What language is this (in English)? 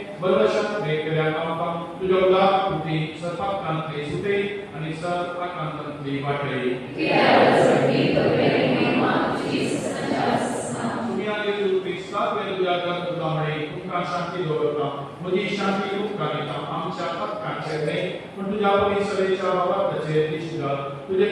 Konkani